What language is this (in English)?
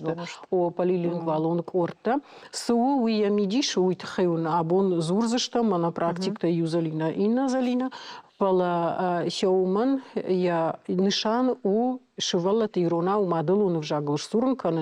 Ossetic